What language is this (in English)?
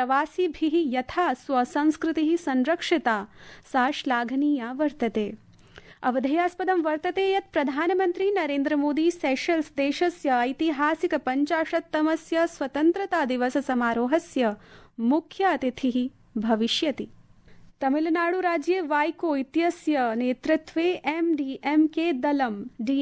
Sanskrit